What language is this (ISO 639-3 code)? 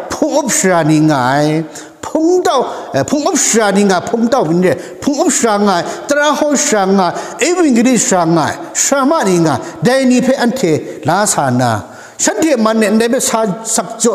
kac